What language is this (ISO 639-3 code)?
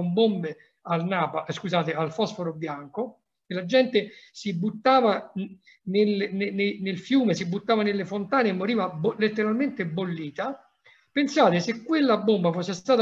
ita